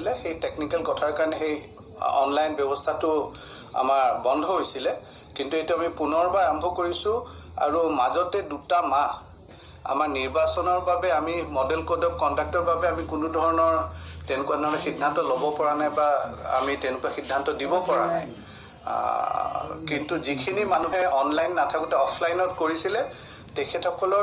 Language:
Assamese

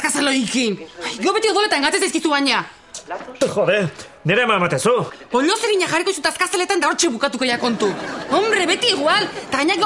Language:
Basque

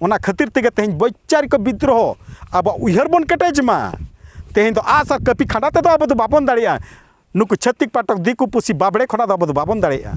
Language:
Santali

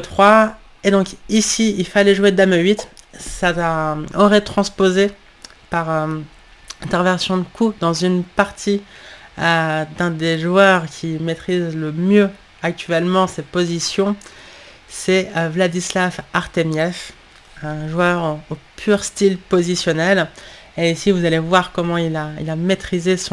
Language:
French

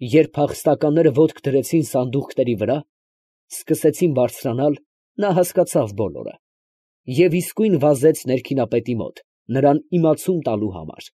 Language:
Armenian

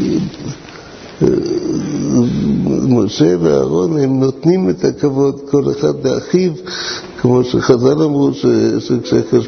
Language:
Hebrew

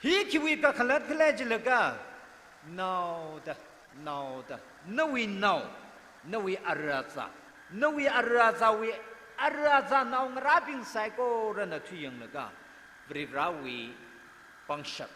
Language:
Tangkhul Naga (India)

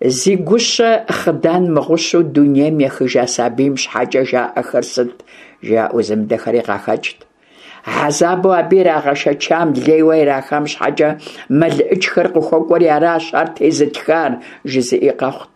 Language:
Kabardian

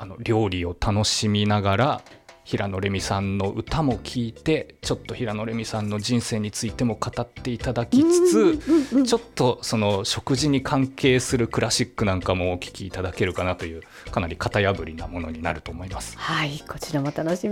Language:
Japanese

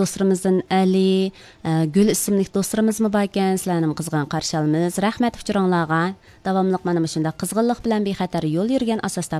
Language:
Uyghur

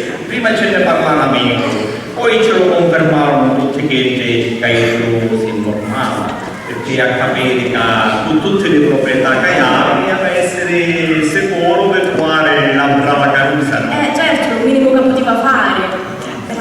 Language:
Sicilian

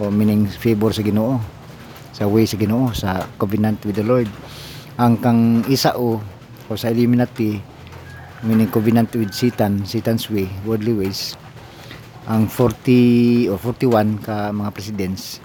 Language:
Cebuano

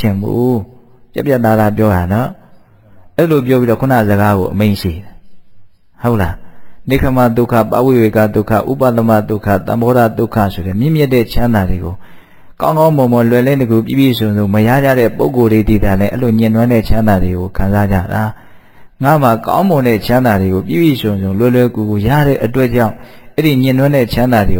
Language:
Burmese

